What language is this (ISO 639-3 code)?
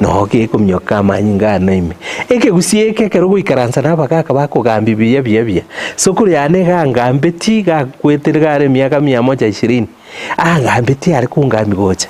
guz